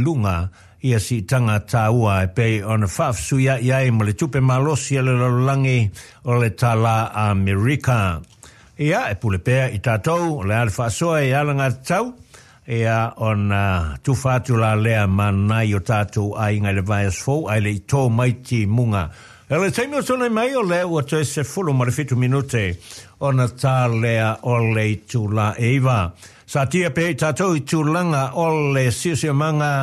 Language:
Samoan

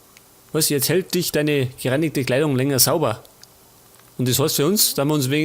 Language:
Bavarian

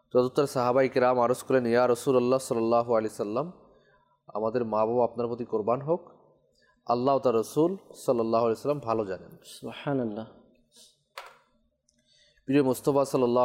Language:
Bangla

